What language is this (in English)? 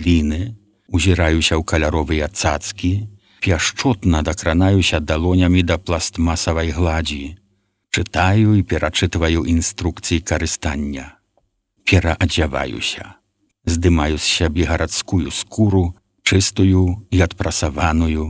Belarusian